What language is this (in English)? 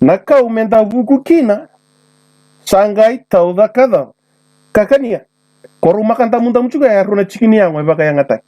Fijian